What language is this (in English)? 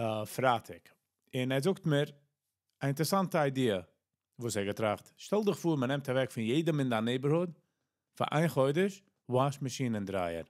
Yiddish